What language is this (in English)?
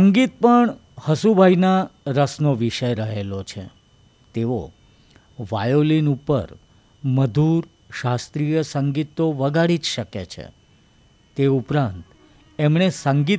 Gujarati